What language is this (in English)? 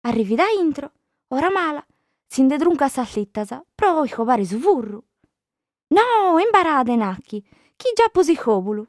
Sardinian